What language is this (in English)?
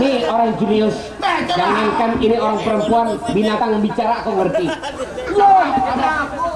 Banjar